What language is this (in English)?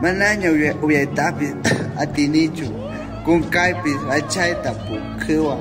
Quechua